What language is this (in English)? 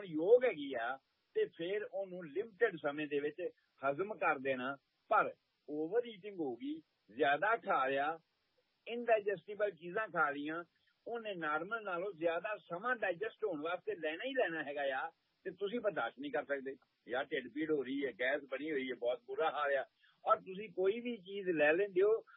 Punjabi